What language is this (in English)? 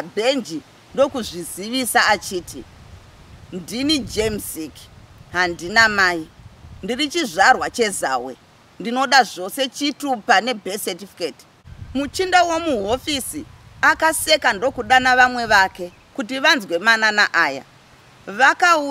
Shona